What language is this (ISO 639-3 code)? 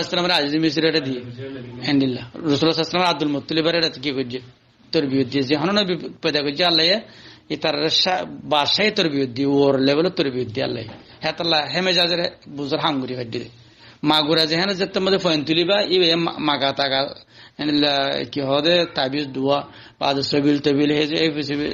rhg